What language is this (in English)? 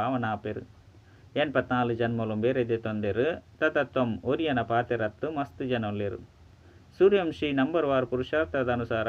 Tulu